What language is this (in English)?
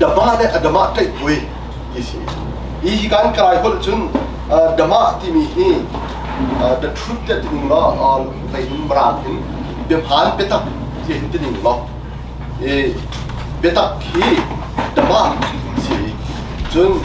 Hakha Chin